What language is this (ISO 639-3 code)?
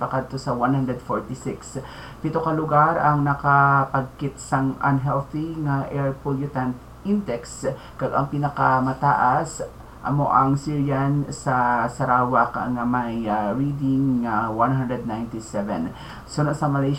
hil